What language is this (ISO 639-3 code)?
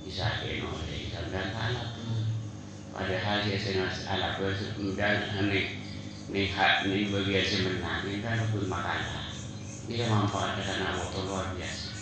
mad